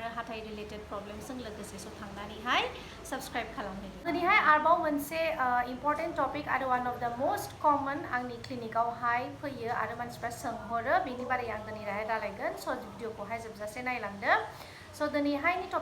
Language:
Bodo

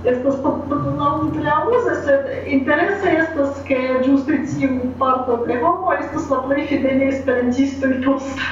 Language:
Esperanto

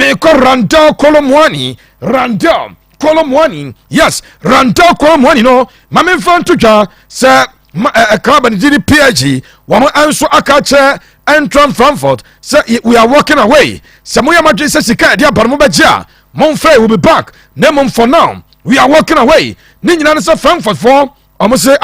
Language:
Akan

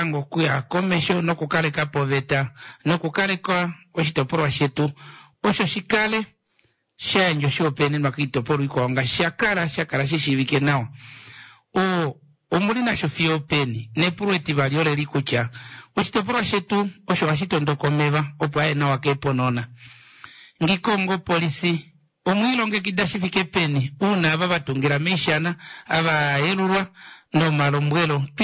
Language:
Kuanyama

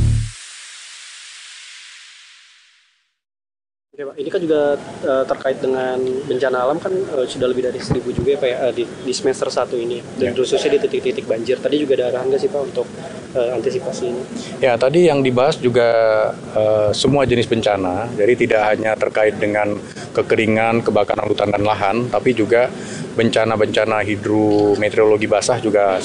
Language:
Indonesian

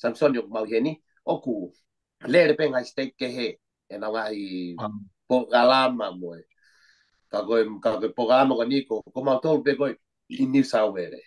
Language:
Tongan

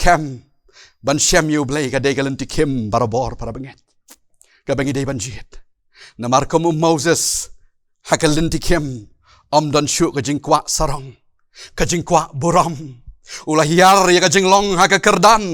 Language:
Khasi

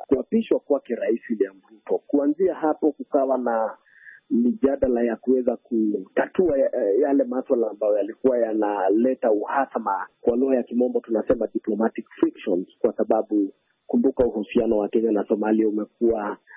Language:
Swahili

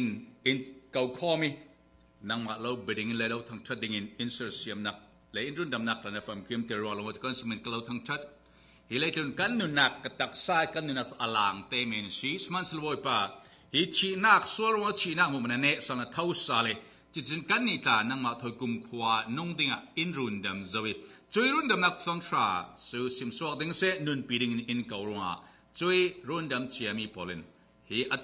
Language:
Falam Chin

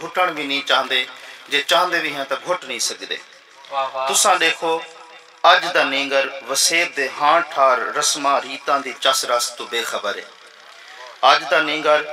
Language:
Saraiki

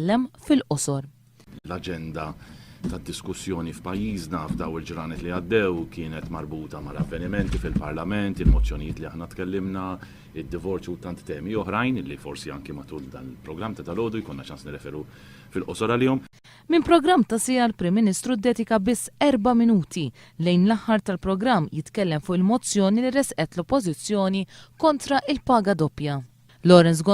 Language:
Maltese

